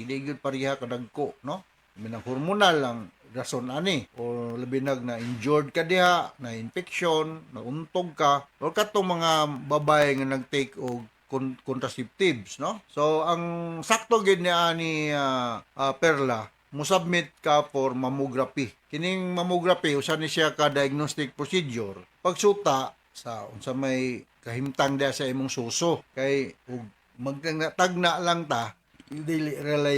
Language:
Cebuano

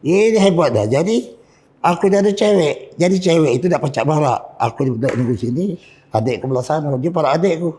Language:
Musi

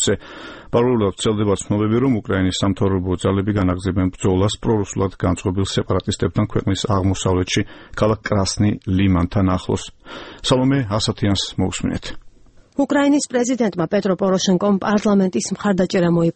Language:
Georgian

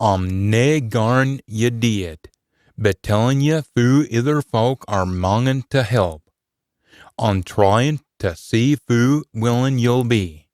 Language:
Scots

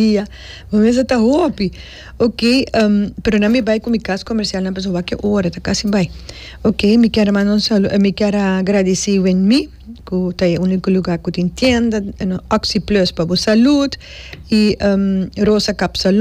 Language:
Papiamento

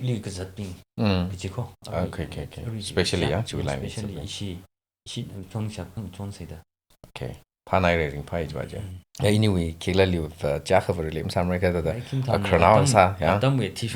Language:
Tangkhul Naga (India)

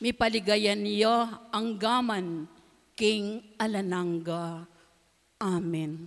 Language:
Pampanga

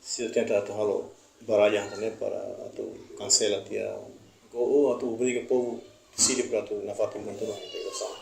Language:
Tetum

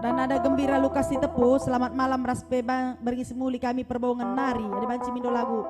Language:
Batak Karo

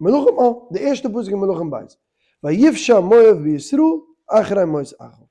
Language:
Yiddish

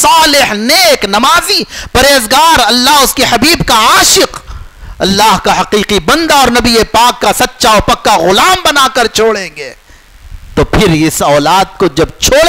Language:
Urdu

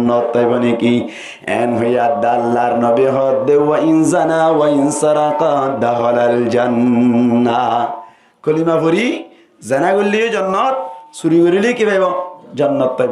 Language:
Rohingya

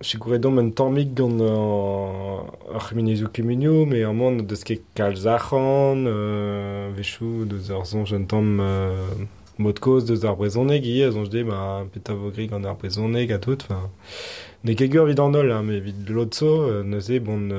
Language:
Breton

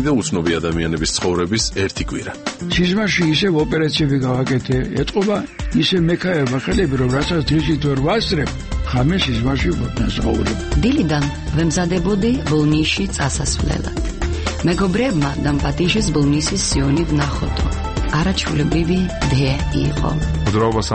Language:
Georgian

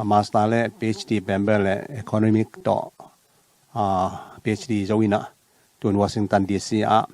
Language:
Tedim Chin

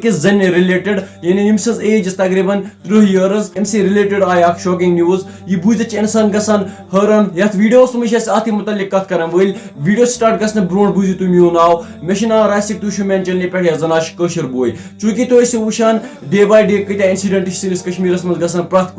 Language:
Kashmiri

